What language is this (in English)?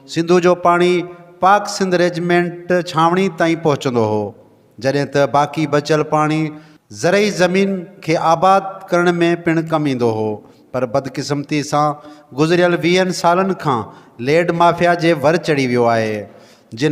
Sindhi